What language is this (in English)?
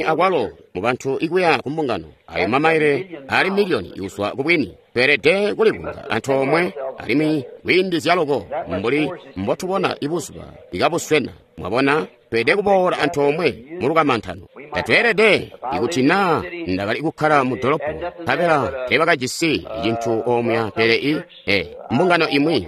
Tonga (Zambia)